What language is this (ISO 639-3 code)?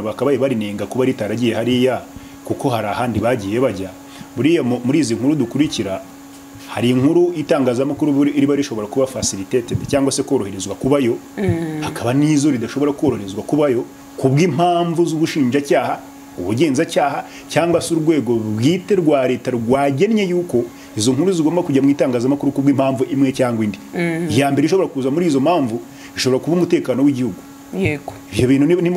kin